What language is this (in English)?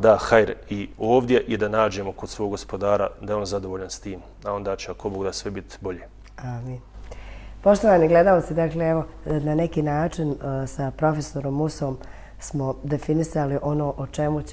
Bosnian